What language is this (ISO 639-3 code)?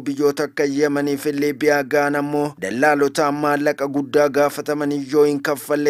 orm